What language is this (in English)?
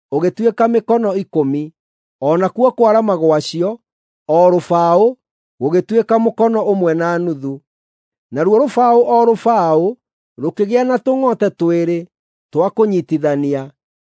Kikuyu